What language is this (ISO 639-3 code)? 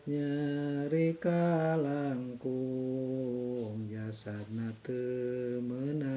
sun